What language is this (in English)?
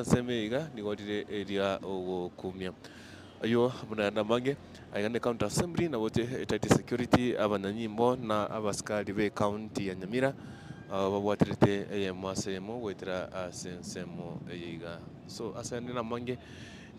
Gusii